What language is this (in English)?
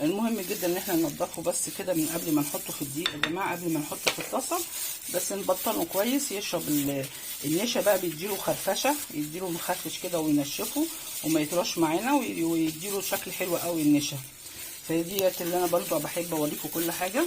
Egyptian Arabic